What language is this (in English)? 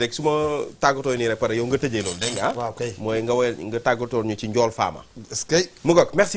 Wolof